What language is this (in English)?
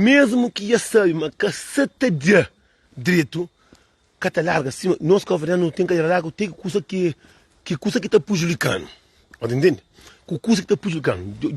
Kabuverdianu